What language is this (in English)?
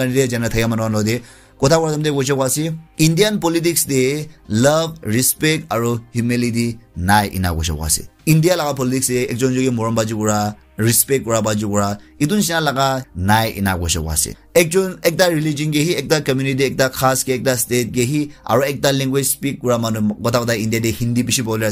Naga Pidgin